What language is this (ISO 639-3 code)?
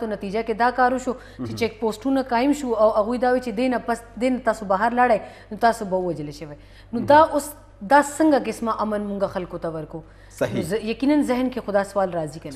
pus